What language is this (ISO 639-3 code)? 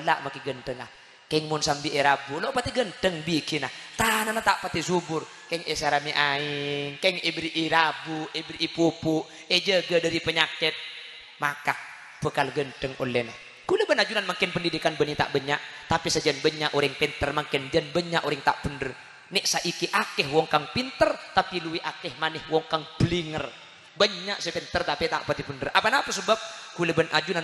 mad